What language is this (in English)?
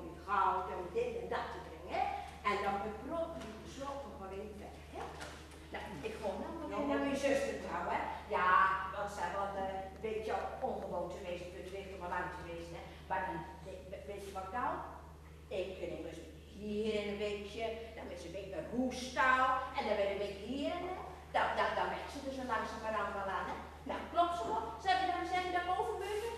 Gronings